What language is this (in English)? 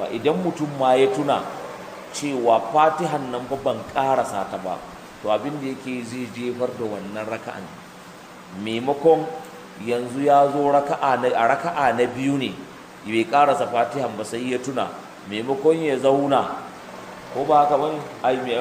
Hausa